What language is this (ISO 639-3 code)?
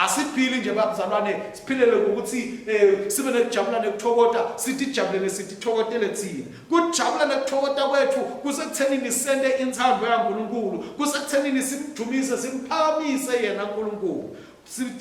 ssw